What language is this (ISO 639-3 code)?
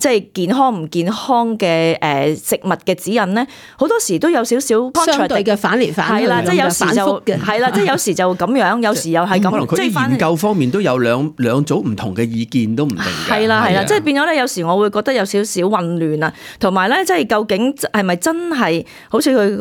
yue